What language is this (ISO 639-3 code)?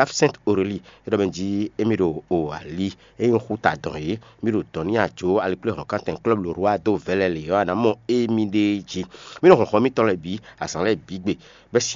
fon